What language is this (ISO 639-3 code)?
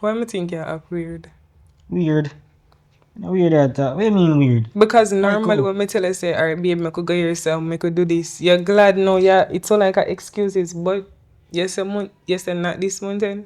jam